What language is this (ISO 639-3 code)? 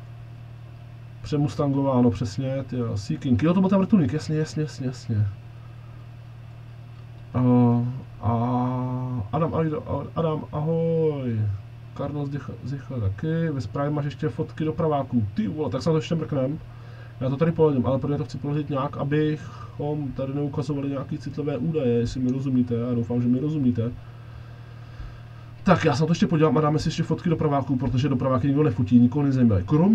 ces